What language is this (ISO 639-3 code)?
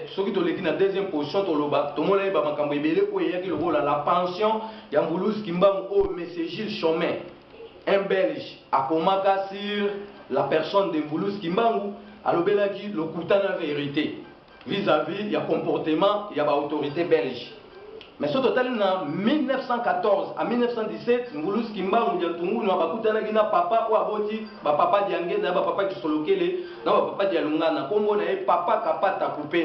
lin